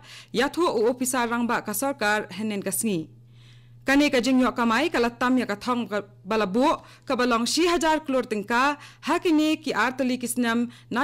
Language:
Khasi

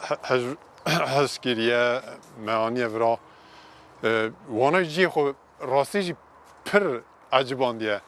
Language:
Kurdish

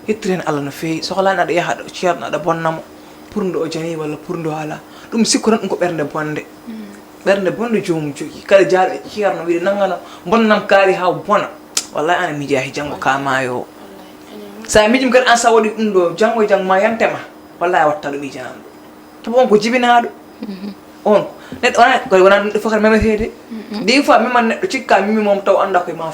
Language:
Fula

